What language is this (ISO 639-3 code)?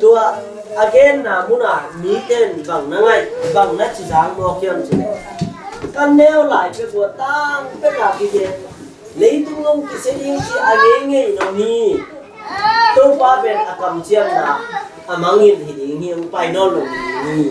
ctd